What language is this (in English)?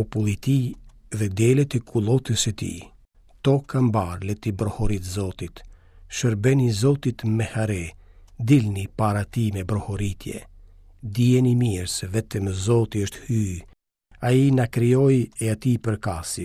Albanian